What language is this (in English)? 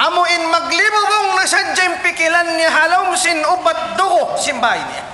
Tausug